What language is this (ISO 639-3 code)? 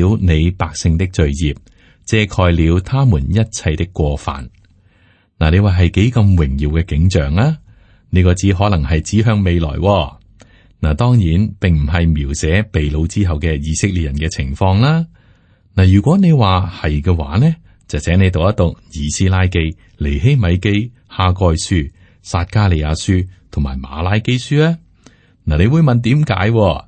yue